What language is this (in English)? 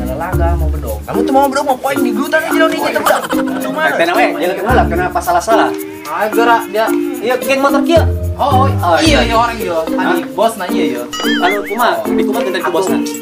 Sundanese